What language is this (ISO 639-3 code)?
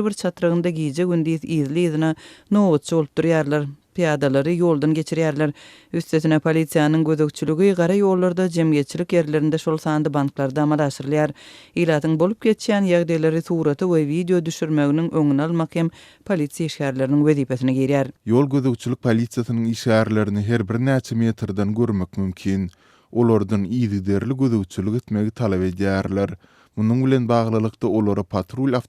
tuk